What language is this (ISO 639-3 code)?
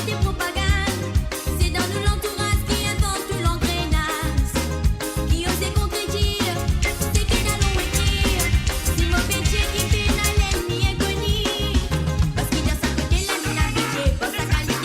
mfe